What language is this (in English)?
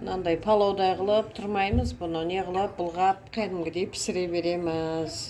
Kazakh